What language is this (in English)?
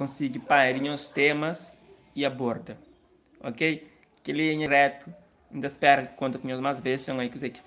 Kabuverdianu